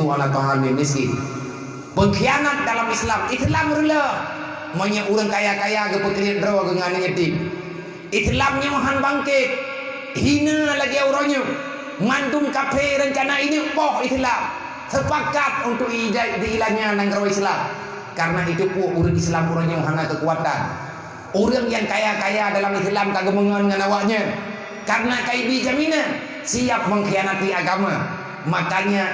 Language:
Achinese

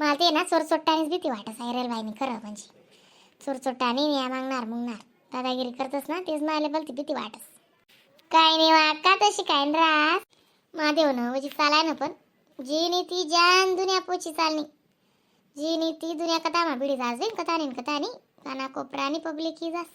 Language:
Khandesi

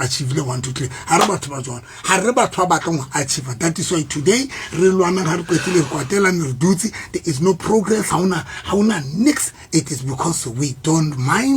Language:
Southern Sotho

